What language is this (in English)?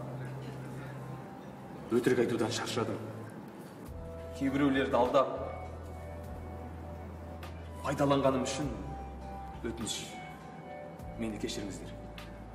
Kazakh